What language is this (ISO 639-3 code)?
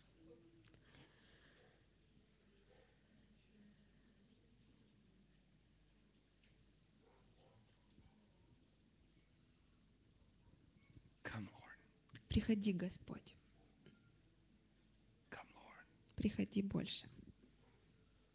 rus